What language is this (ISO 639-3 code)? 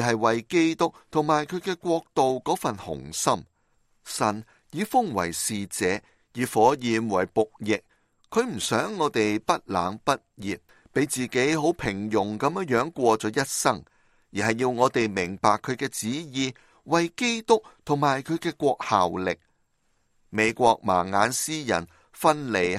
yue